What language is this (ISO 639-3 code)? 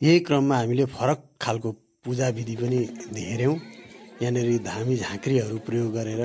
nep